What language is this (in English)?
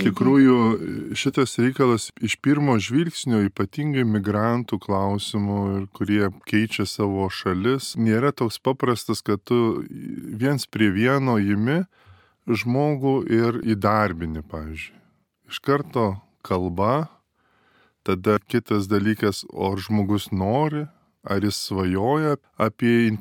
Lithuanian